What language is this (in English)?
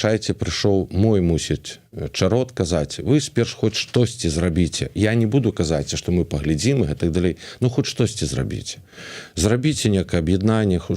Belarusian